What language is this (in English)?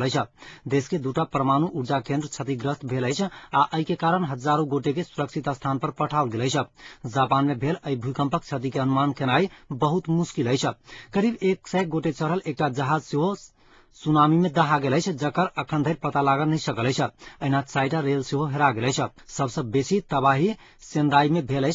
Maithili